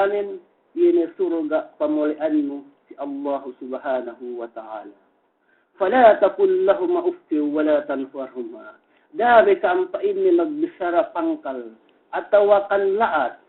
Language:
Yakan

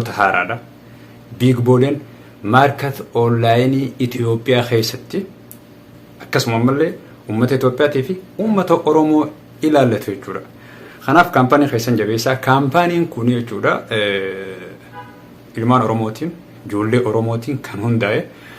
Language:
Oromo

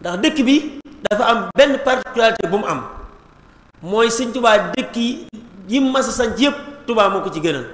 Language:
Wolof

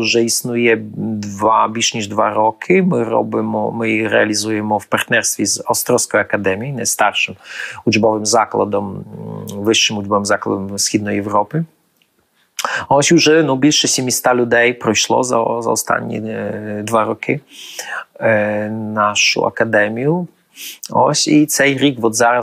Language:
Ukrainian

